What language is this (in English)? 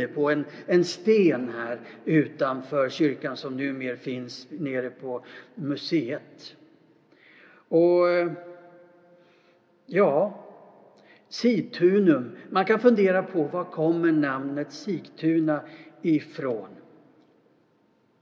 Swedish